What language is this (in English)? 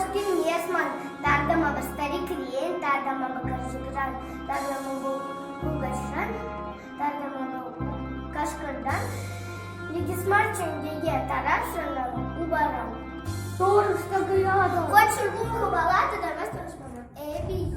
Chuvash